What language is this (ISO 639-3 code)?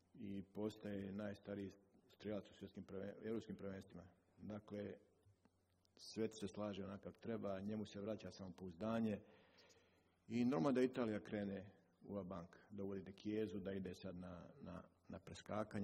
hrv